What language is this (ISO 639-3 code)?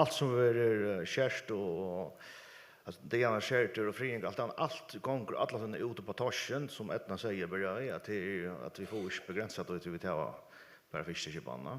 fao